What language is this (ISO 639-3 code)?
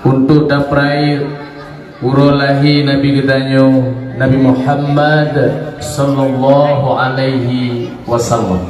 ace